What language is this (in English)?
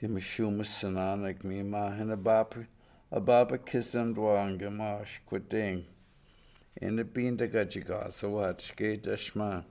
Chippewa